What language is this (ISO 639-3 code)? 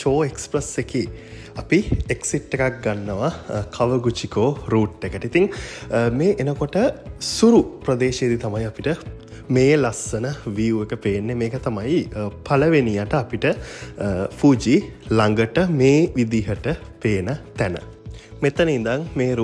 sin